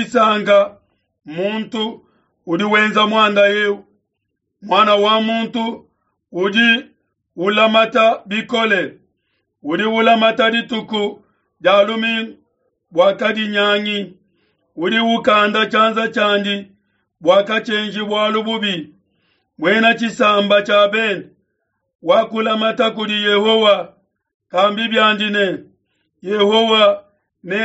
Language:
Luba-Lulua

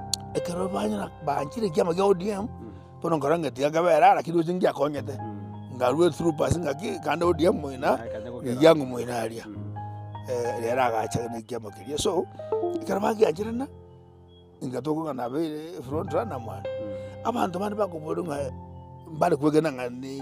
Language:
Gusii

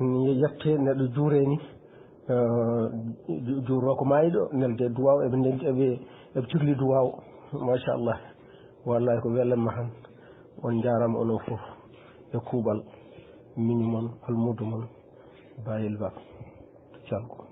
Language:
Fula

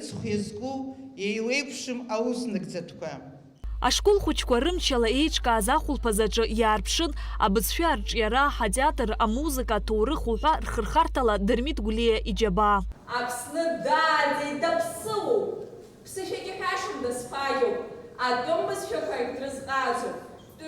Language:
Abkhazian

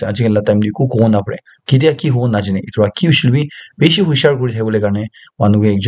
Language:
Naga Pidgin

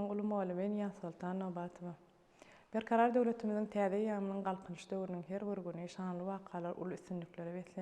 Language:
Turkmen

